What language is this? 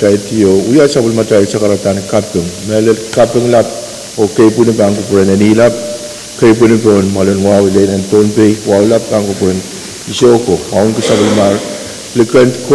Pohnpeian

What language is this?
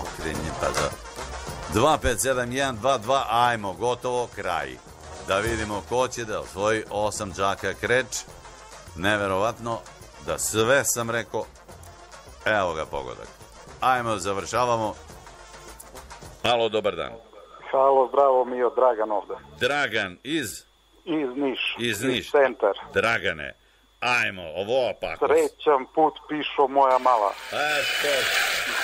Serbian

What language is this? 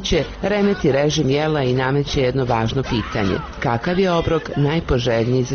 Bosnian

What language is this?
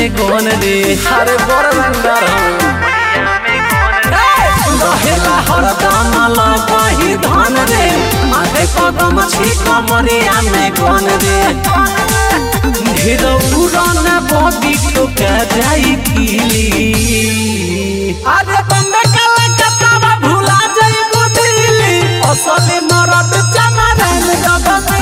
Bhojpuri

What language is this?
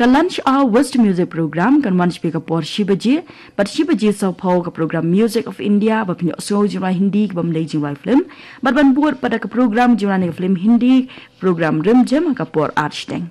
Khasi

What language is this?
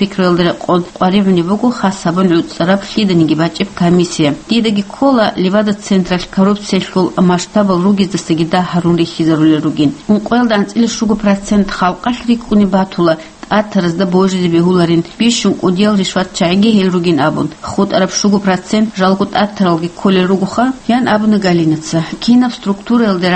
Avaric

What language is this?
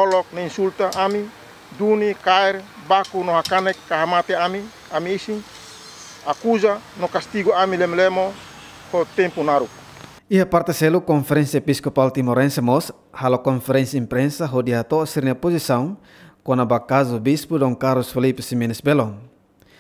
Tetum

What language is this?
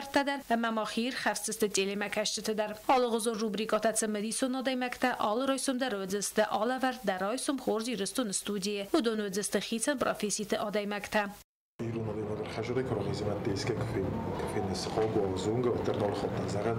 Ossetic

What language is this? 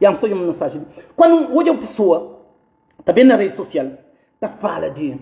Kabuverdianu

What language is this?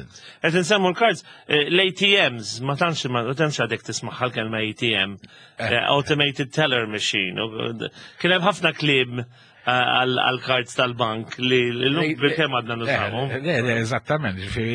Maltese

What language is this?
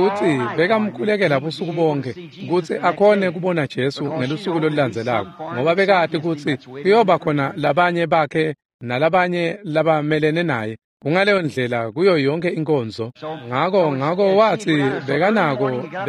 Swati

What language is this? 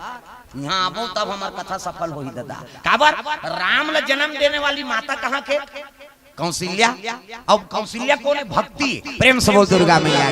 Chhattisgarhi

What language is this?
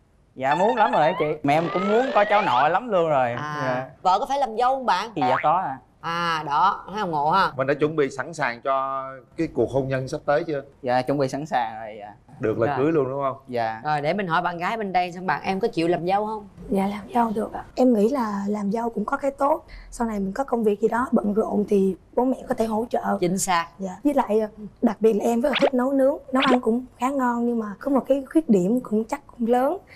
Vietnamese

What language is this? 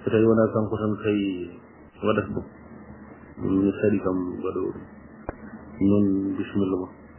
Fula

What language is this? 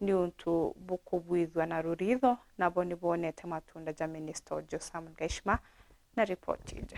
Meru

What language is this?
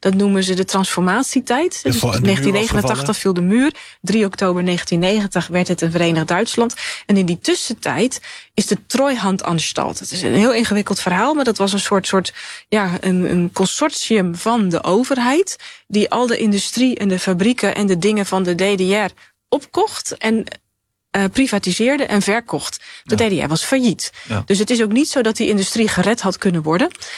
Dutch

